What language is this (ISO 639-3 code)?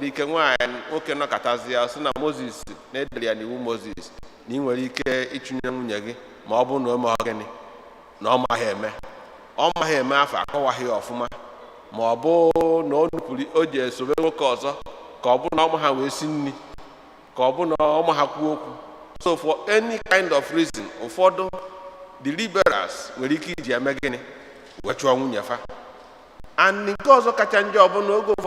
ibo